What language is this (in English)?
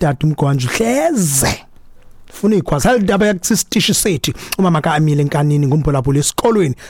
Xhosa